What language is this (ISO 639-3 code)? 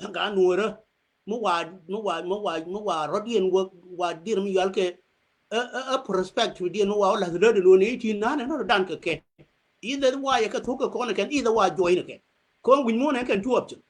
nus